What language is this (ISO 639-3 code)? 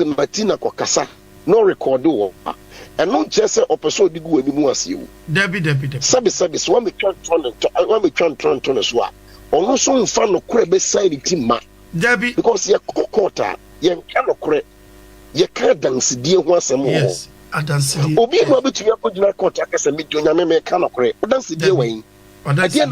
aka